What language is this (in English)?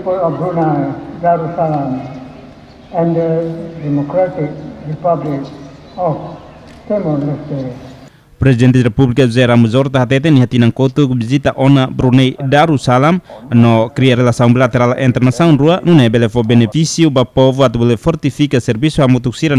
Tetum